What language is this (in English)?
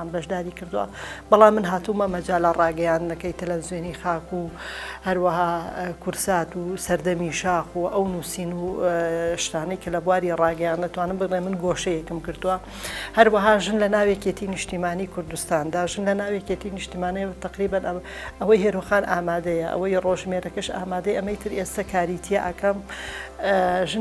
Central Kurdish